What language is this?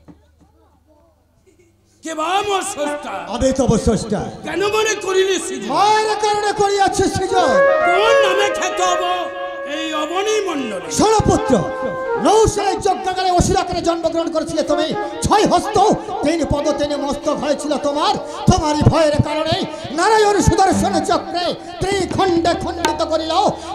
Bangla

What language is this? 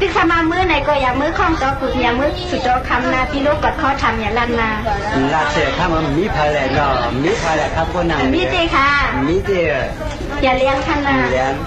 Shan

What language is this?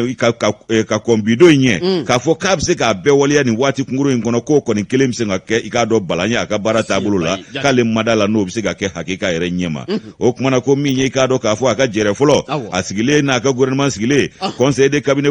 Bambara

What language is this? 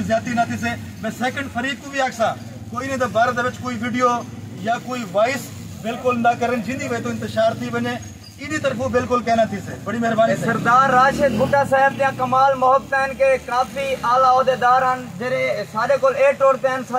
Saraiki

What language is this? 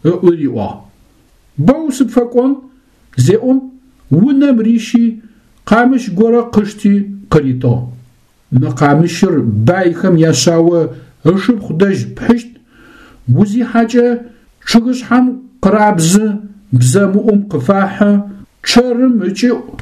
Adyghe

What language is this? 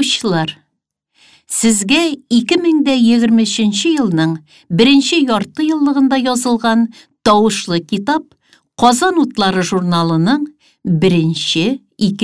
Tatar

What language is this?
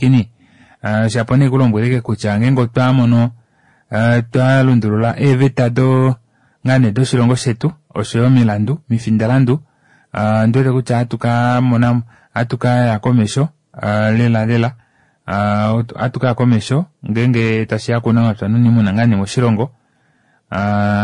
Kuanyama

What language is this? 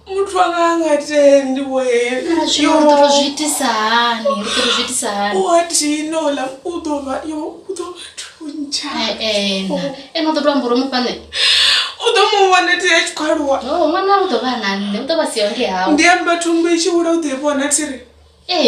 Venda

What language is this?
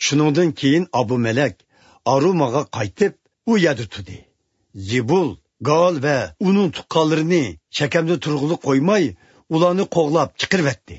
Uyghur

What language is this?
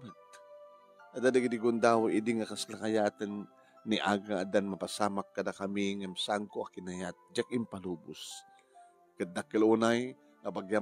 Iloko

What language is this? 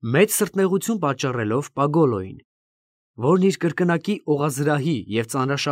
Armenian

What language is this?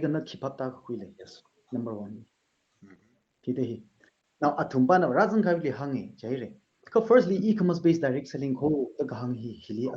Tangkhul Naga (India)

